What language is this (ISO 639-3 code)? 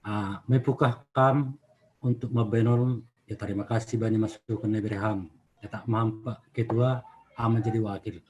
bts